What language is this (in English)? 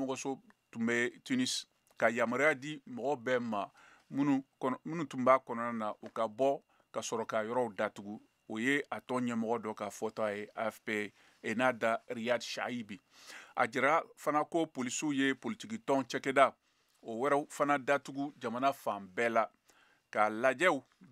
Bambara